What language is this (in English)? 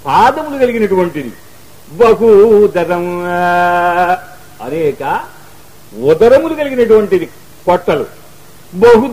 Telugu